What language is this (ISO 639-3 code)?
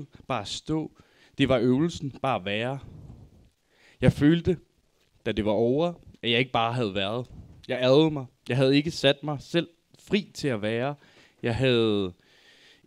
dan